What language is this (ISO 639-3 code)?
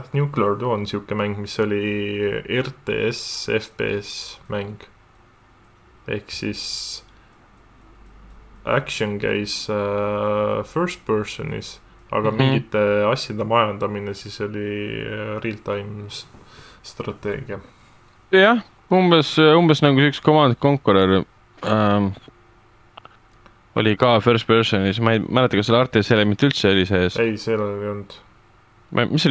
est